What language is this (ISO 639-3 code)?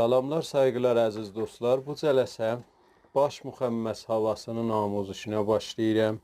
azb